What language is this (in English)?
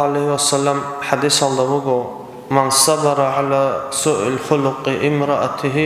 Avaric